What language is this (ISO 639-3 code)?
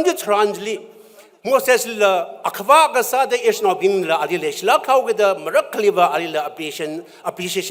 nmf